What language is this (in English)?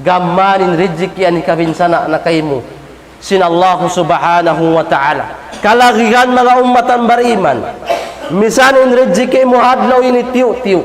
Tausug